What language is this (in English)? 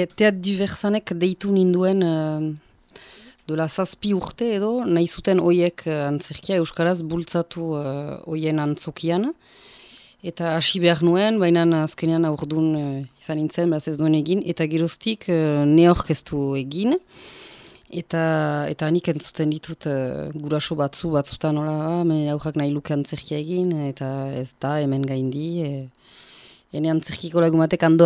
Basque